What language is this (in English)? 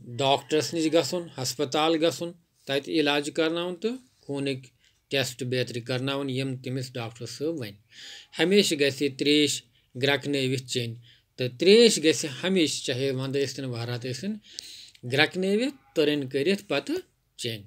Kashmiri